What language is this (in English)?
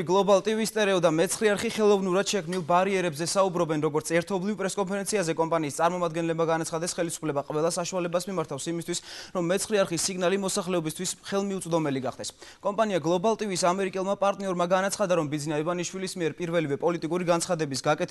Georgian